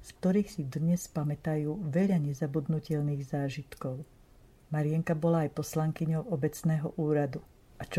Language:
Slovak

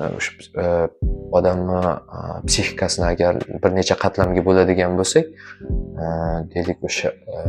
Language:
Uzbek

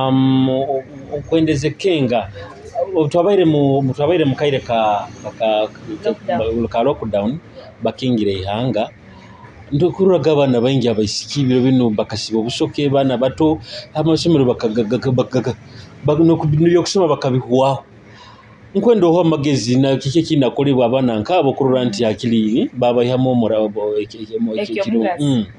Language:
Nyoro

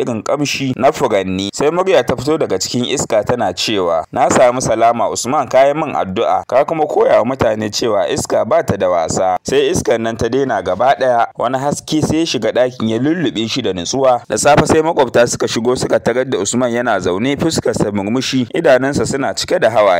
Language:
Hausa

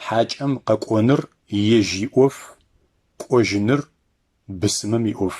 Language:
Adyghe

